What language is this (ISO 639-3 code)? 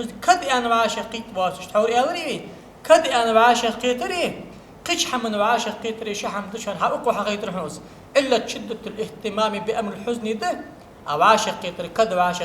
inh